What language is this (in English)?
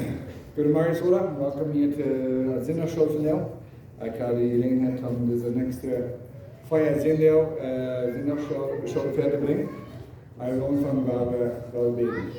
Plautdietsch